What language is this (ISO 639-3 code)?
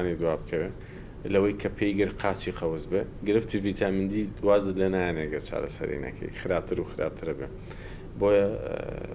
ckb